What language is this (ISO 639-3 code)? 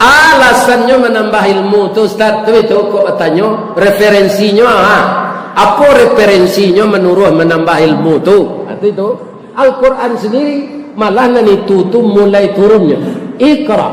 min